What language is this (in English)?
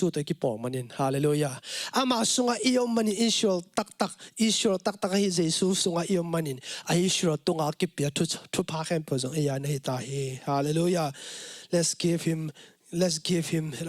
Tedim Chin